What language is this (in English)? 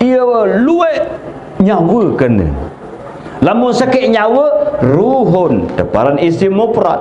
Sasak